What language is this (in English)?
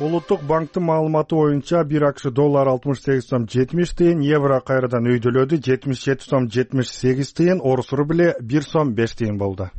Kyrgyz